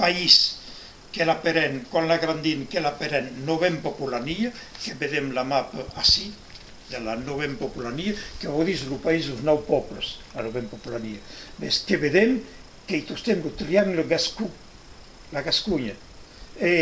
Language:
Occitan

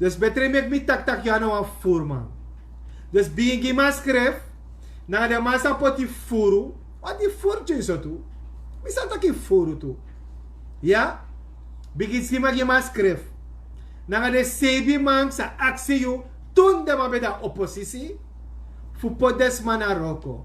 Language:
Sranan Tongo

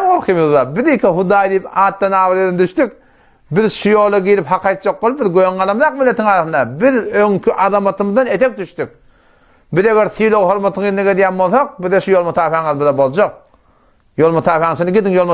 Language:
Turkmen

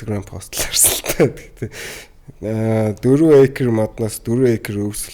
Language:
Mongolian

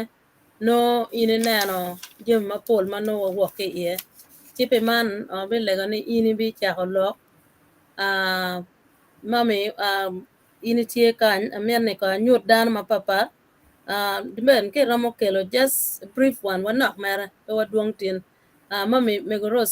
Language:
Acoli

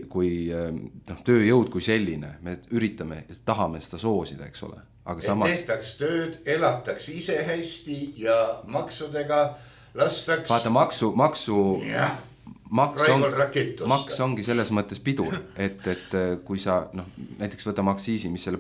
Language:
Estonian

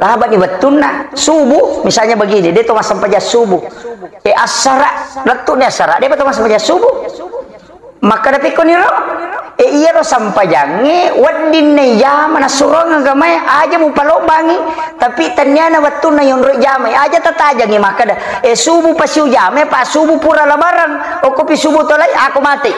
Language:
Buginese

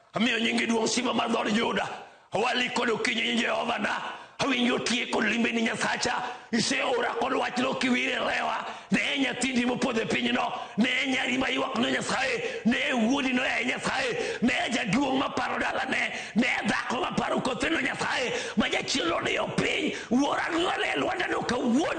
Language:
Luo (Kenya and Tanzania)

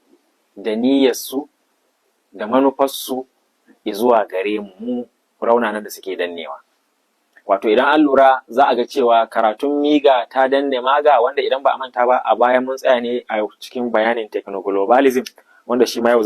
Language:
Hausa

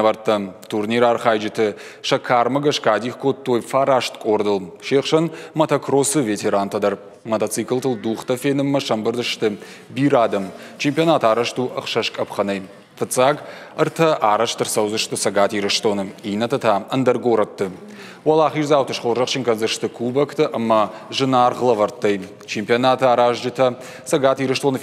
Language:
Ossetic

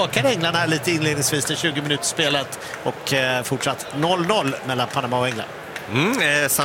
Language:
Swedish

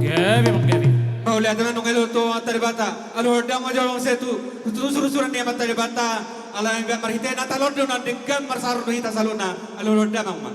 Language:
Batak Toba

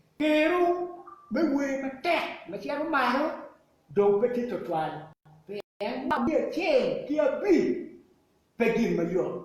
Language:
Acoli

